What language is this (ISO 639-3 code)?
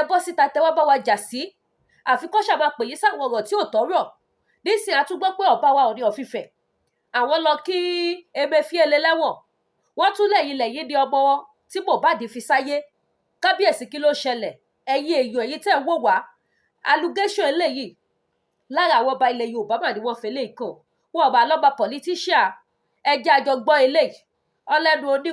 yor